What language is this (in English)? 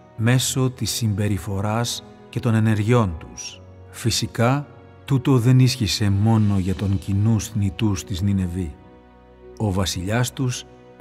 Greek